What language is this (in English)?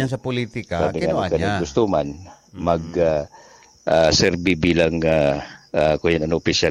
Bikol